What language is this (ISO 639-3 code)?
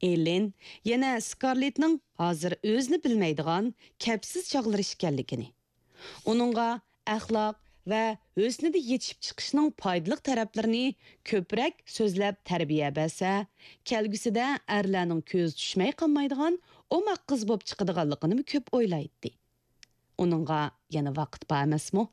uig